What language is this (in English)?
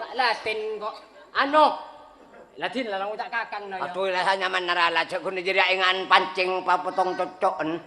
Madurese